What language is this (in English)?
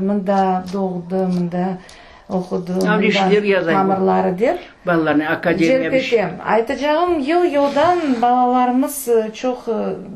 Crimean Tatar